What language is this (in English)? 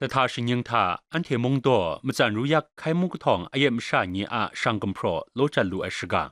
Kachin